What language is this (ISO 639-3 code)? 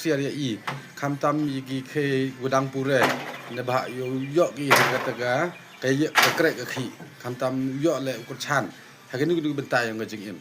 kha